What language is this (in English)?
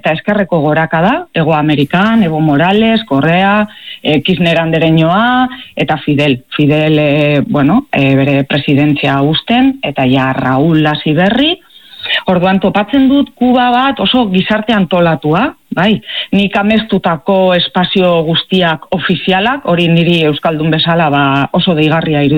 Basque